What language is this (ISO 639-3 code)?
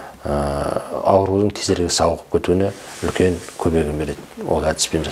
kaz